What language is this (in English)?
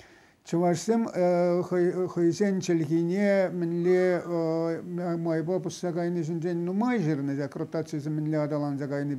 Chuvash